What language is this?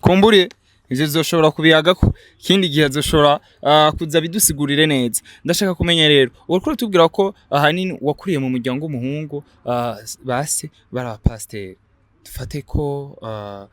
Rundi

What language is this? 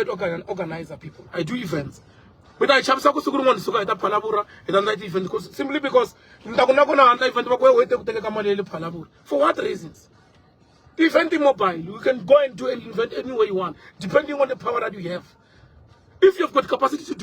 Tsonga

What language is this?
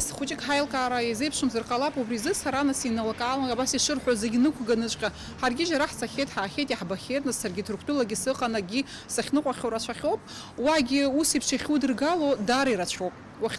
Abkhazian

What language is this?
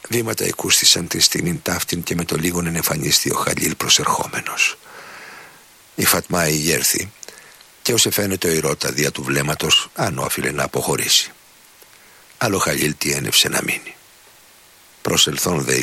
Greek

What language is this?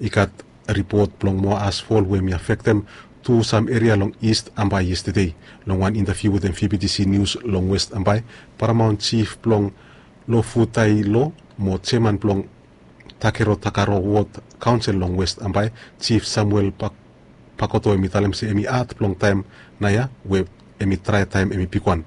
Bislama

